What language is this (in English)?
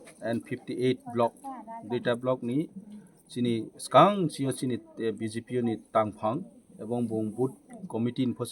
Kok Borok